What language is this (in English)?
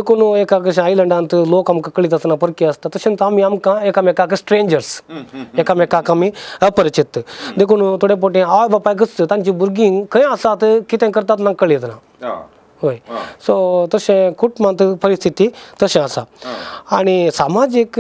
Konkani